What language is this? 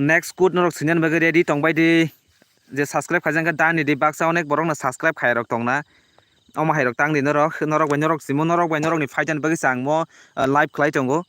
Kok Borok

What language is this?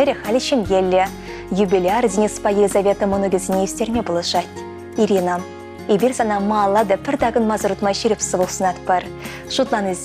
Chuvash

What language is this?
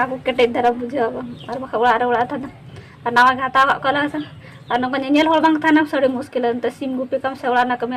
Santali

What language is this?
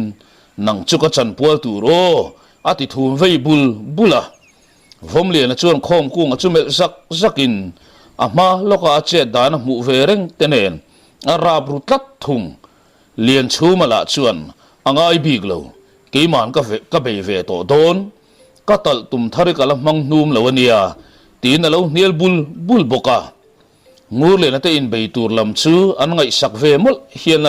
Mizo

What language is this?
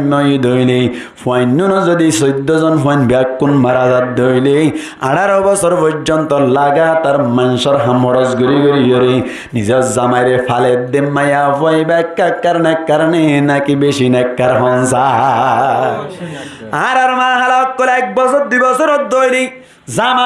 Rohingya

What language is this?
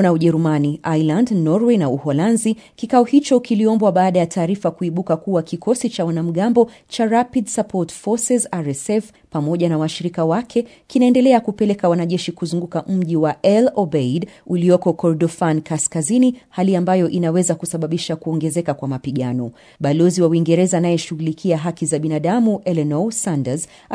Swahili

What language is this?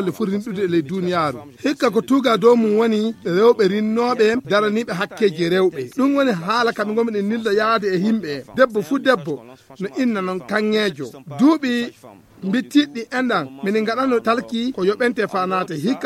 Fula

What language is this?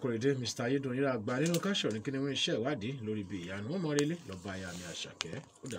Yoruba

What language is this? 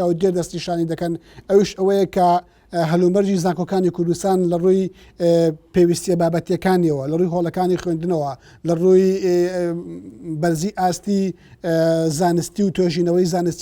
Central Kurdish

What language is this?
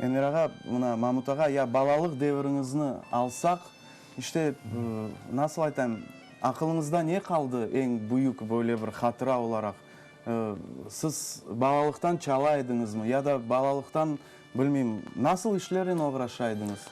Crimean Tatar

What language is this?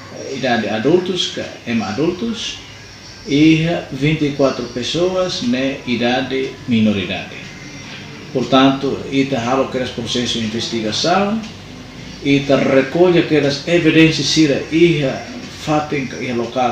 Tetum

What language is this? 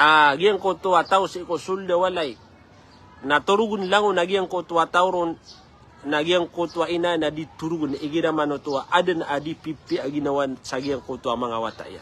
Maranao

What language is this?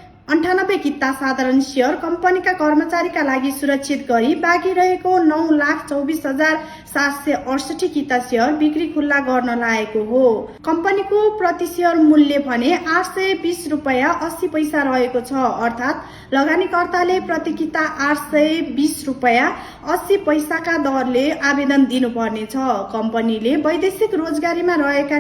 Nepali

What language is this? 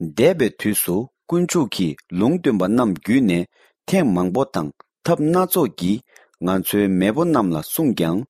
Tibetan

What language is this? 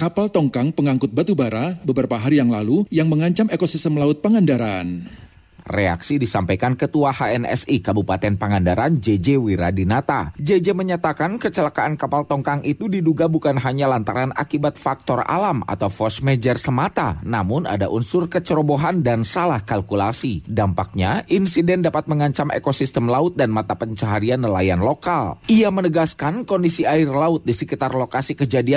Indonesian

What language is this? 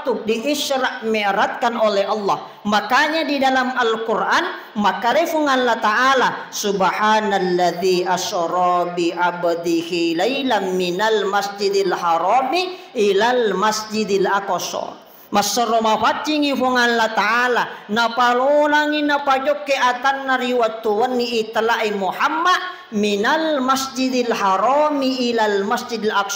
Buginese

